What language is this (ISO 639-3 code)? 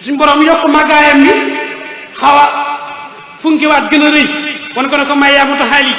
wol